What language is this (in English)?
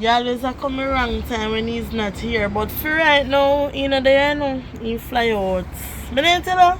Jamaican Creole English